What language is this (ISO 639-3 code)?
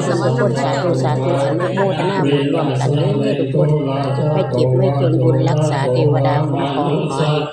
lao